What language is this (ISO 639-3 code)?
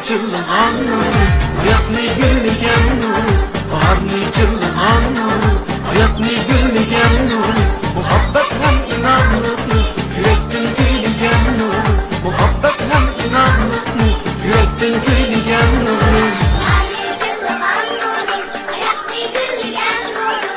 uig